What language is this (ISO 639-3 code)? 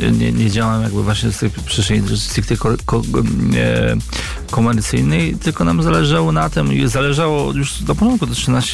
pol